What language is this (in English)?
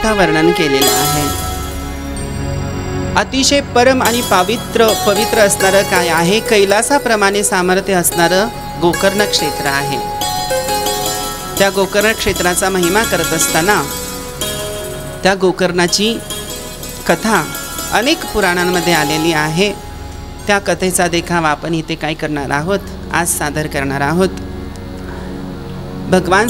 Marathi